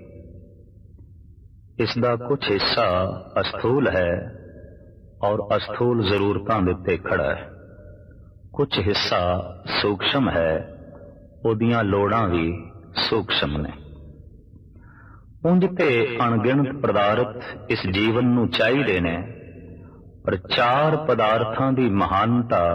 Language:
Punjabi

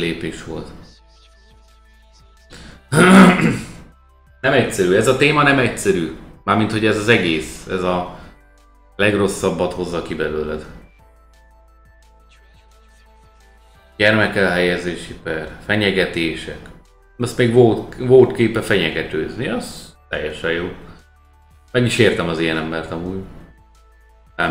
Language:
Hungarian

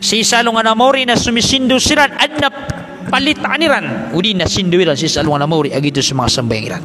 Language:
Maranao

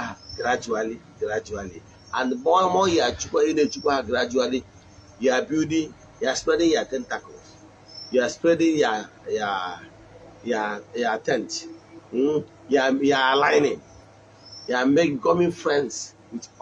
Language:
Igbo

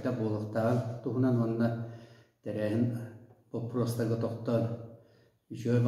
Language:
Yakut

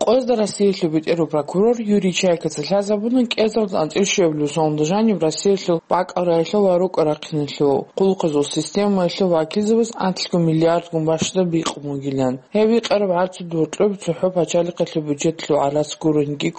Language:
Avaric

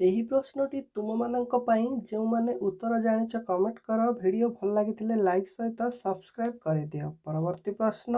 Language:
Odia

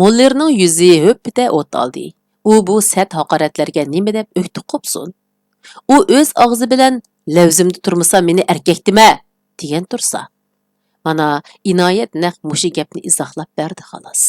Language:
Uyghur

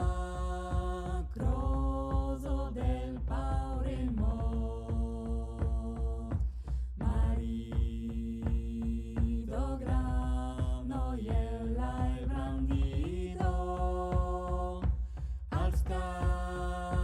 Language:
Occitan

